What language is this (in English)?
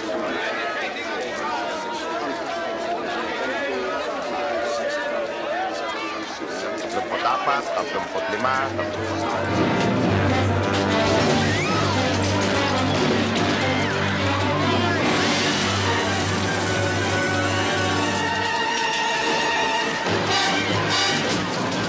Filipino